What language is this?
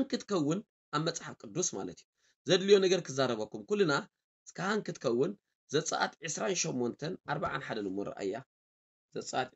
Tigrinya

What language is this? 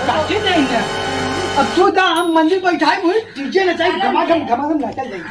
Awadhi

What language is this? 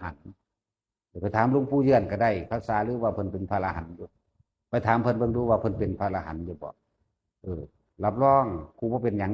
Northeastern Thai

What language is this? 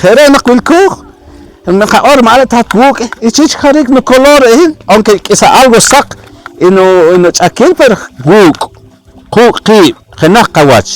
Poqomchi'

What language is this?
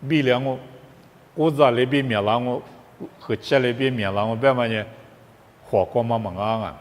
Lisu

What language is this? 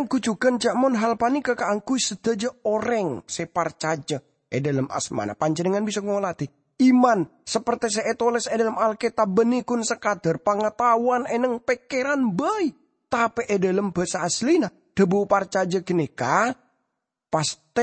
Madurese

